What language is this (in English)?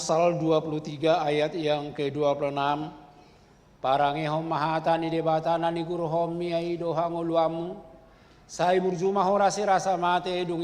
Batak Toba